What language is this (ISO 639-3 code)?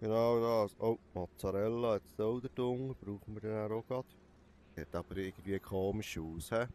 gsw